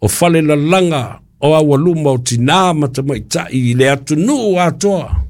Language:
Samoan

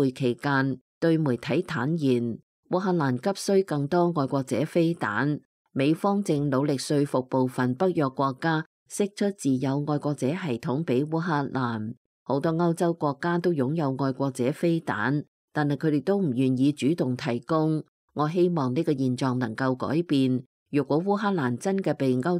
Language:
Cantonese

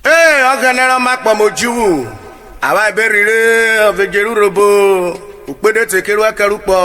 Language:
Urhobo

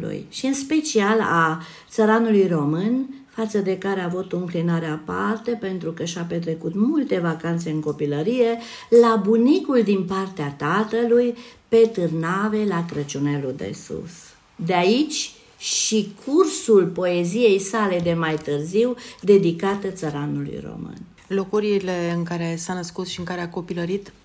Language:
Romanian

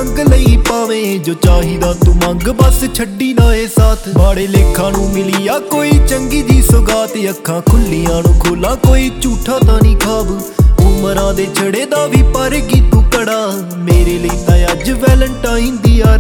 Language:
Punjabi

